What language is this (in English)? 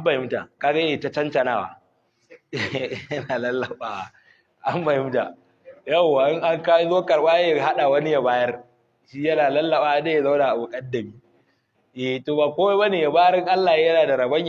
Hausa